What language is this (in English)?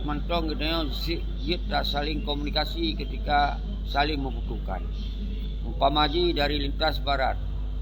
Achinese